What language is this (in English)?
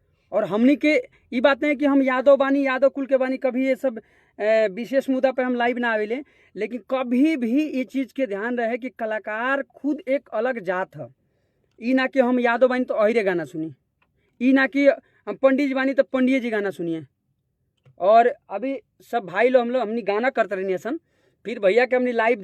Bhojpuri